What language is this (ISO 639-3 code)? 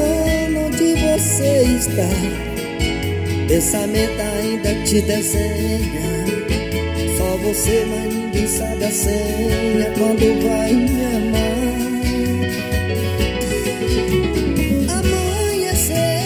por